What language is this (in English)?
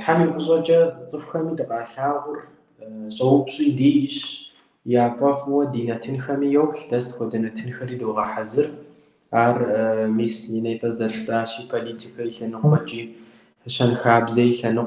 Kabardian